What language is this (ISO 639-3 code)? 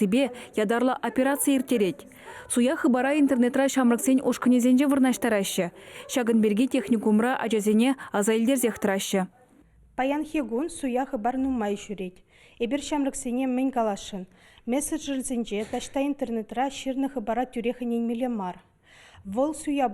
chv